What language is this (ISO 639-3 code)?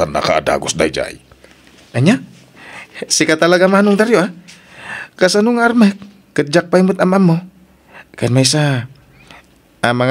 ilo